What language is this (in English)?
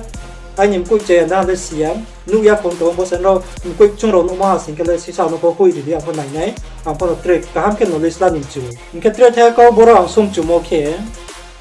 Riang (India)